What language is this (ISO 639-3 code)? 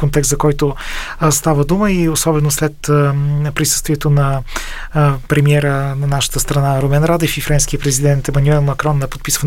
bul